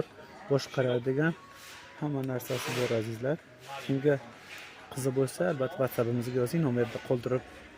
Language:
Uzbek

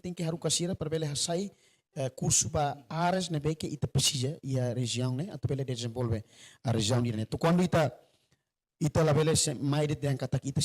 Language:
Tetum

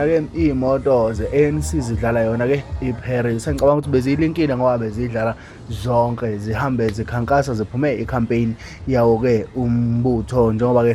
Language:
Zulu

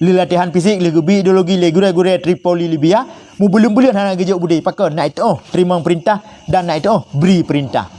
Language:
Achinese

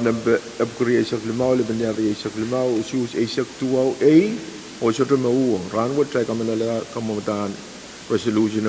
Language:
Pohnpeian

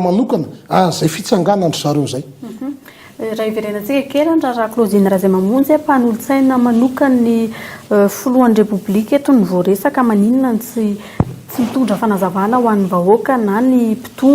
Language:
Malagasy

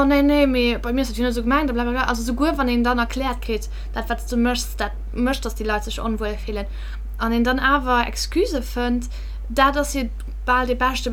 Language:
Luxembourgish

